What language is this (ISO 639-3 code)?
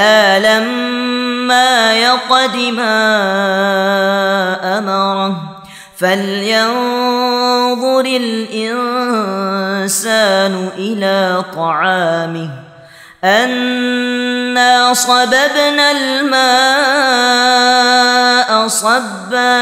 ara